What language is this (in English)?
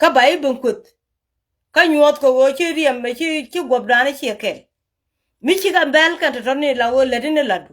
Nuer